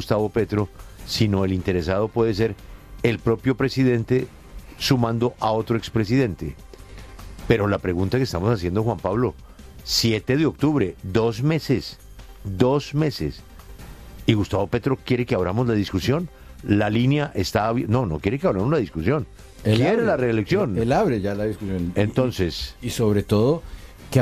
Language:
Spanish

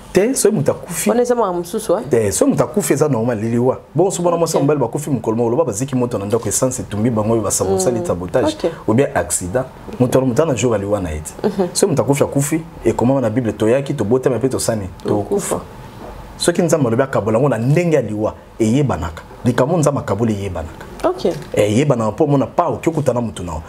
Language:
Lingala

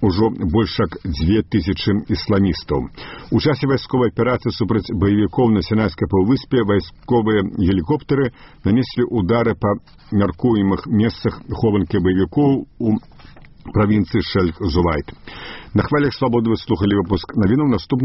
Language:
Belarusian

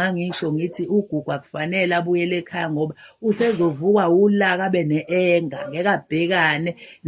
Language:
Zulu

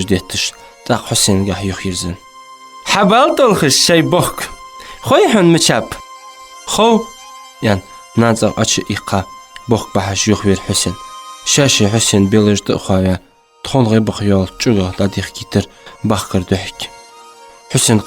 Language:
Ingush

